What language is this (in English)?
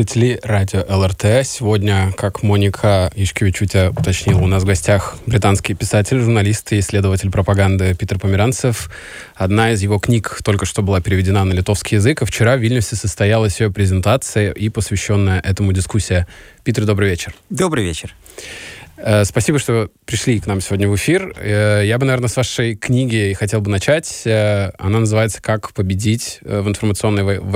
Russian